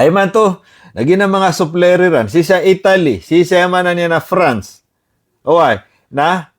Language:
Maranao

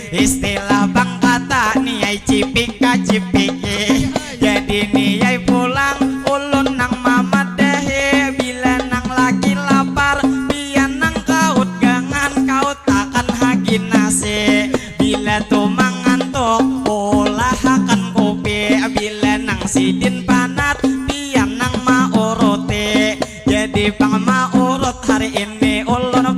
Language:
Banjar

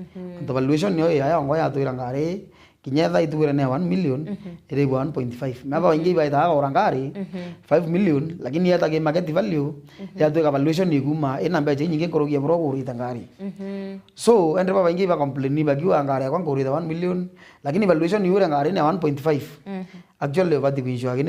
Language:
Meru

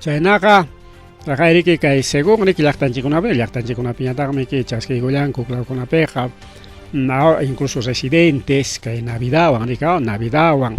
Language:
Ayacucho Quechua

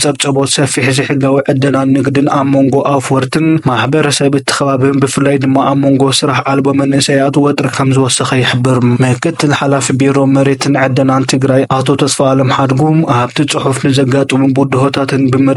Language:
Tigrinya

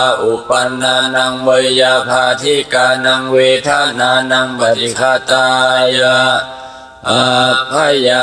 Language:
Pali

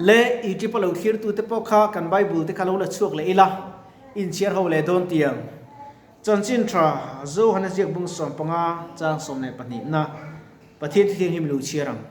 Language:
Mizo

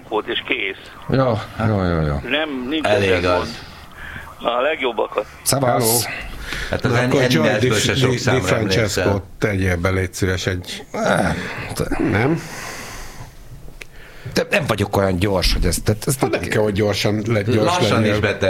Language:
Hungarian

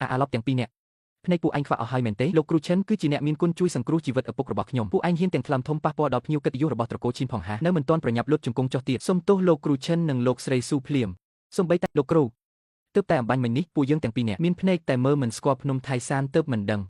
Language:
Khmer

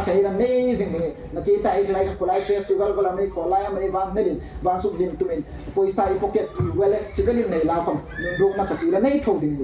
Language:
Hmar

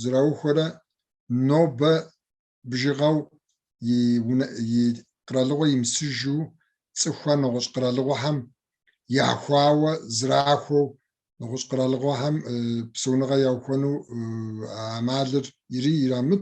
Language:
Kabardian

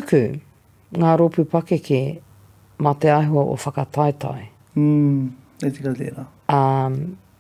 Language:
Māori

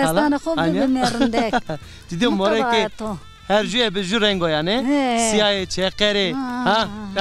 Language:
Zaza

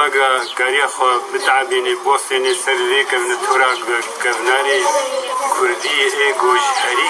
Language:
Kurdish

